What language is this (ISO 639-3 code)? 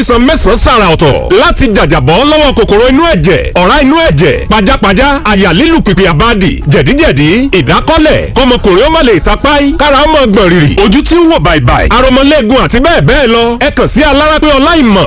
yor